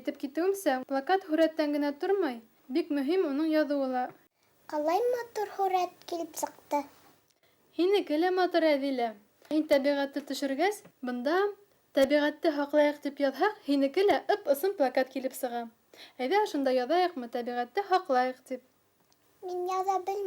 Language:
Bashkir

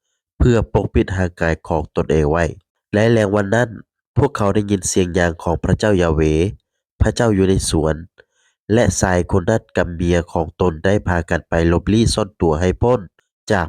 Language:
Lao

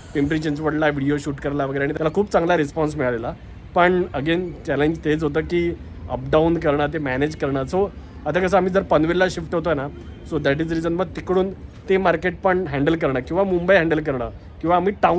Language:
Marathi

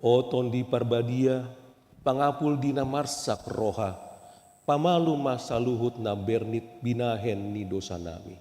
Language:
Batak Toba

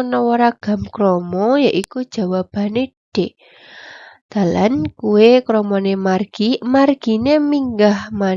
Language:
Javanese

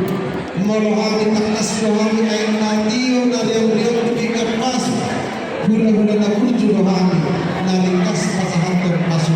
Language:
Batak Toba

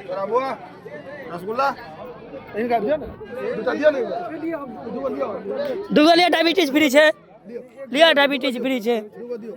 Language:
Maithili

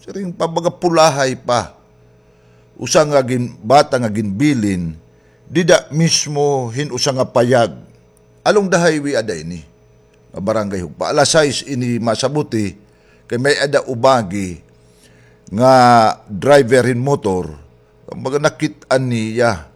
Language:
Waray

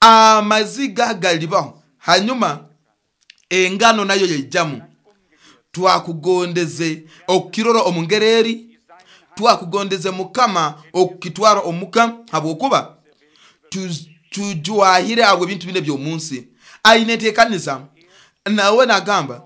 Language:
Nyoro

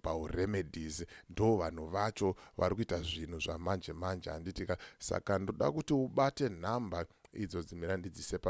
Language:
Shona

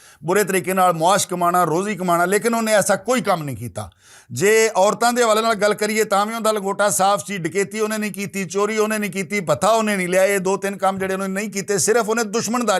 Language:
Western Panjabi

